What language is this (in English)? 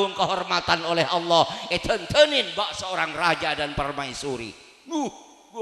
Madurese